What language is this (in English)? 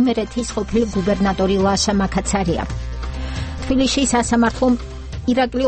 Georgian